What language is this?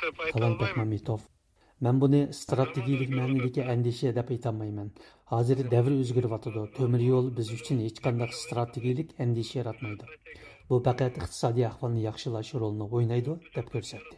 Uyghur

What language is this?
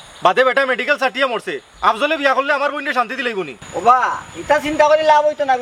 Sylheti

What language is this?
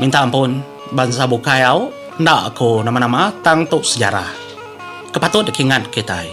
Iban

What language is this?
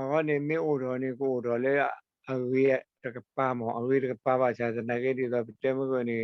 S'gaw Karen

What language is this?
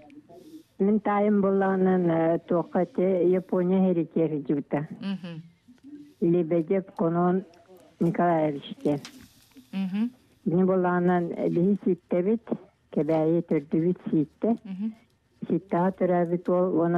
Yakut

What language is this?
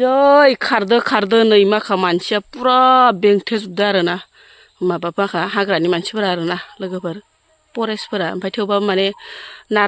Bodo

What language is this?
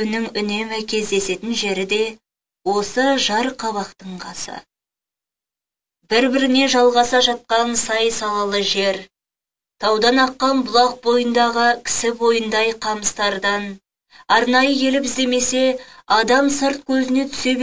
Kazakh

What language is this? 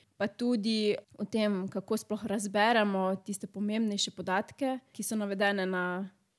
Slovenian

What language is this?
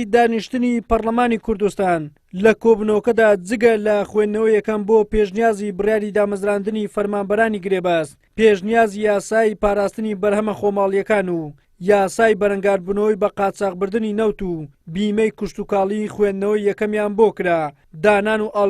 Central Kurdish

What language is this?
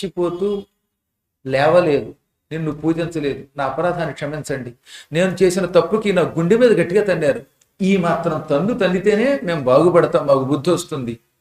Telugu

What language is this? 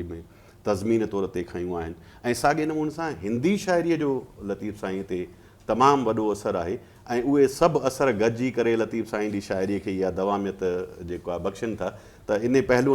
Sindhi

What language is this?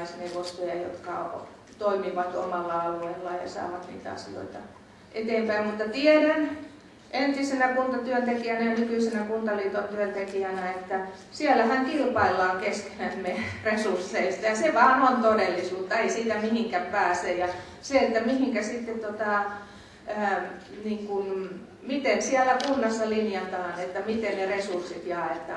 Finnish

